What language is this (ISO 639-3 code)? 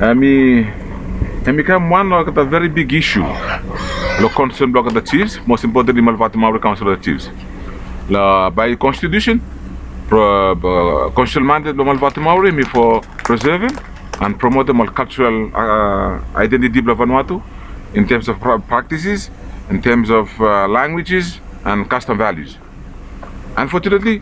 bis